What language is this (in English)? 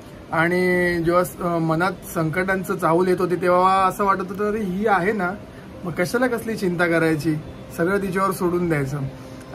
Marathi